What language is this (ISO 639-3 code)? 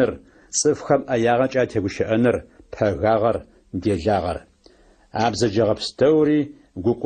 ady